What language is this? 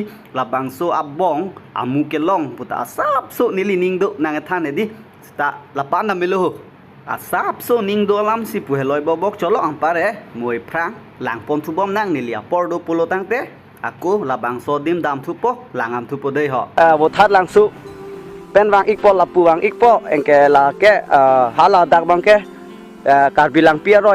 Karbi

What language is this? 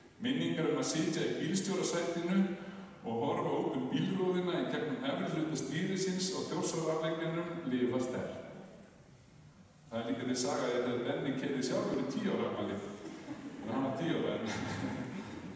Icelandic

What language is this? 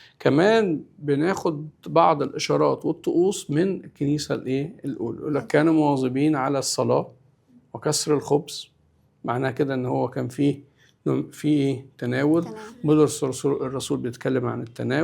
Egyptian Arabic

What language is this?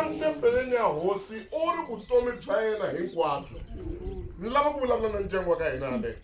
Tsonga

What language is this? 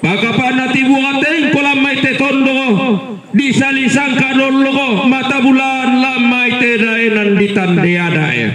Toraja-Sa'dan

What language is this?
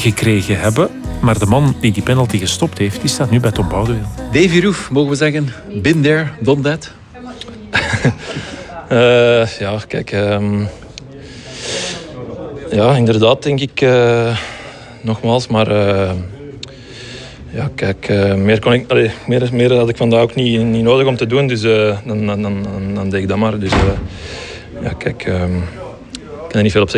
Dutch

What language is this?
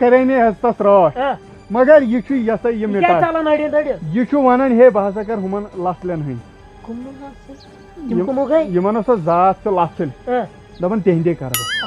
Kashmiri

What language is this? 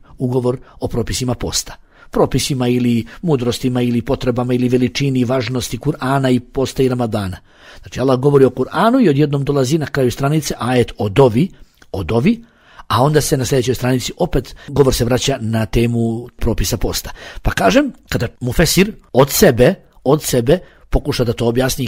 Bosnian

